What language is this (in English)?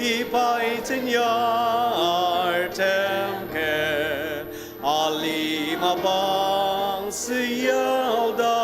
Ao Naga